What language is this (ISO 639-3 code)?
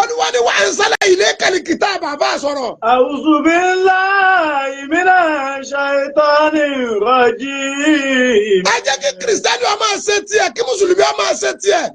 yor